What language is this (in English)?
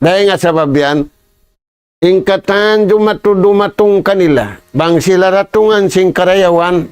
Tausug